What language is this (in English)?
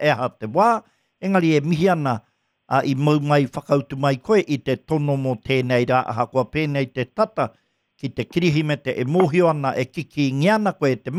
Māori